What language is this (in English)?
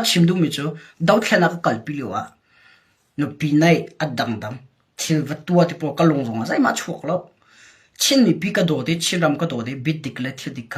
Hakha Chin